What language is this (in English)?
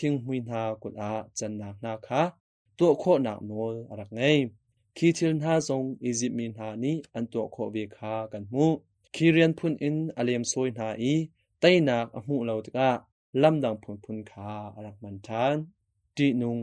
Hakha Chin